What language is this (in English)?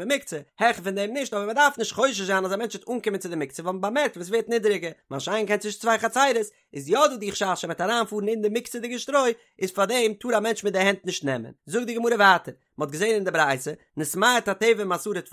Yiddish